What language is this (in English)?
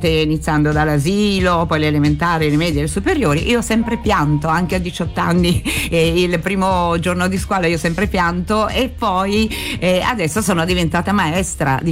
Italian